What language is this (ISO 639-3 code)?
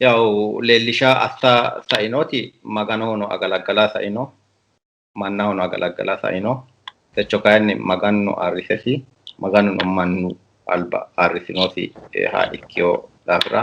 sid